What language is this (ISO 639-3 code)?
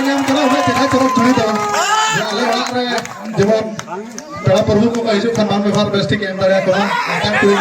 sat